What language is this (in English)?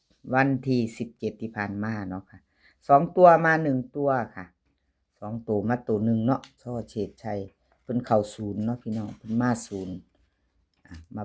Northeastern Thai